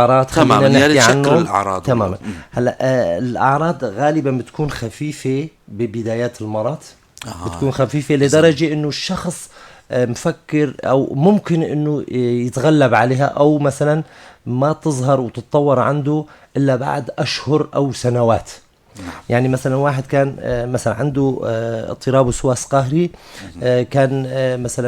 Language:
North Levantine Arabic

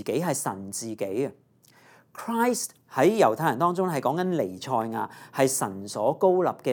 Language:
Cantonese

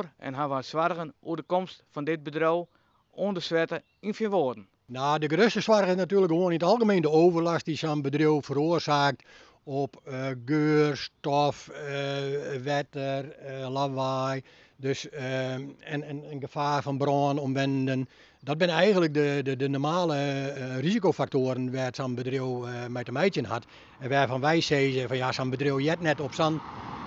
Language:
Western Frisian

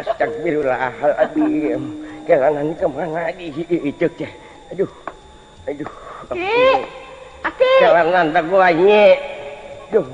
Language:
Sundanese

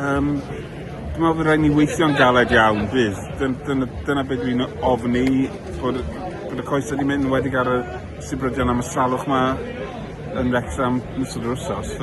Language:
Welsh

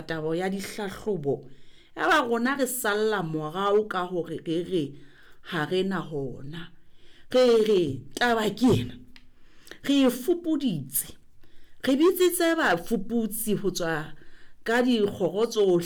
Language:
Southern Sotho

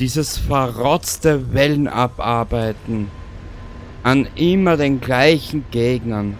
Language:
Bavarian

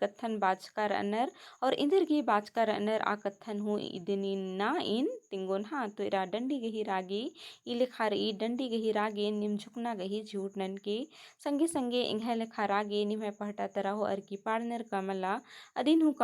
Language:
Kurukh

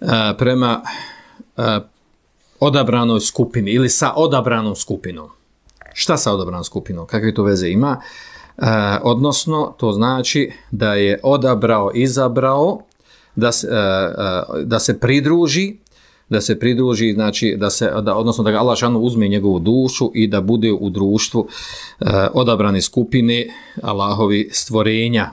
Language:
Bosnian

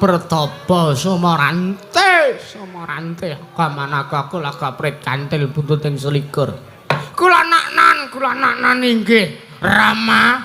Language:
Javanese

